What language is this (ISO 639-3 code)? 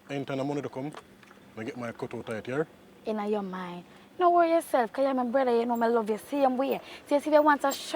jam